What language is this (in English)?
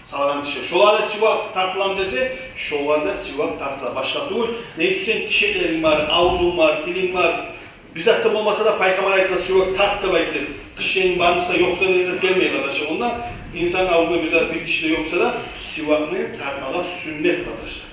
Kumyk